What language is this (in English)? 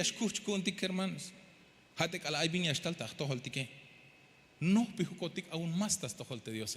Tzeltal